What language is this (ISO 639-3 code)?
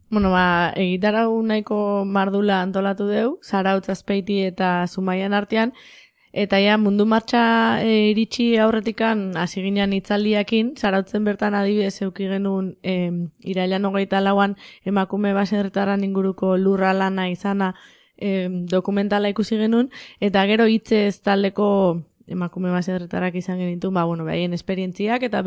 eus